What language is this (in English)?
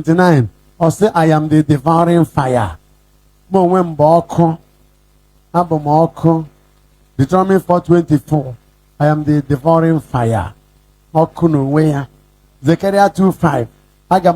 Igbo